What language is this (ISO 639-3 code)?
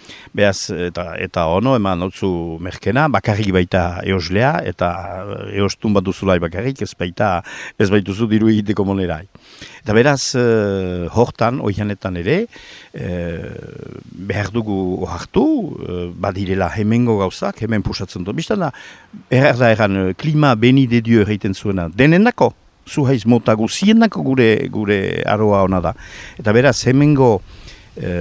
eus